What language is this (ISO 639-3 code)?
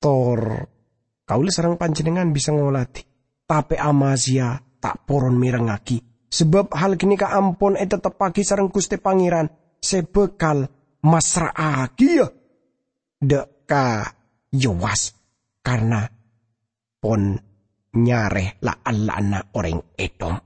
mad